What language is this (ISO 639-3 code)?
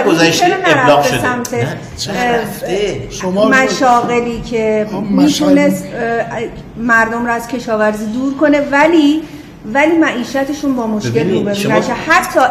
fas